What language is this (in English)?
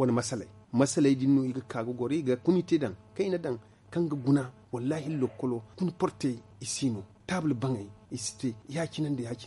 Zarma